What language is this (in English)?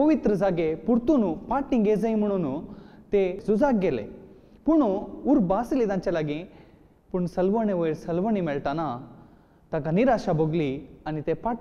Konkani